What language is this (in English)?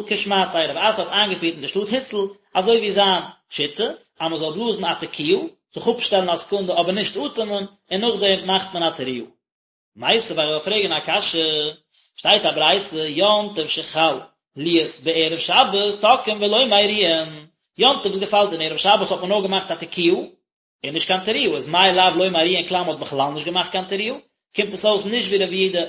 Yiddish